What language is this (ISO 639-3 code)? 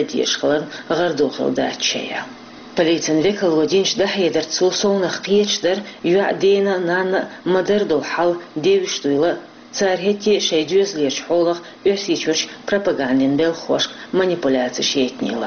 che